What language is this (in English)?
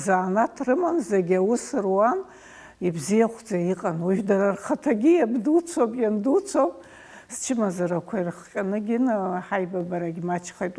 Abkhazian